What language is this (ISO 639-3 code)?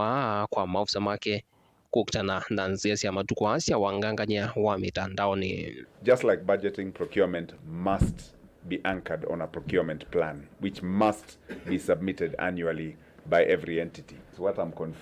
kam